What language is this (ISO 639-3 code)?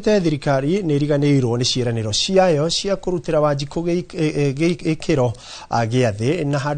kik